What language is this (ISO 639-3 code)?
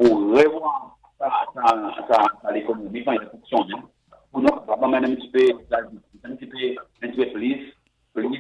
crs